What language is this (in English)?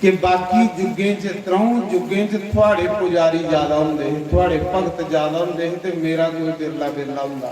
Dogri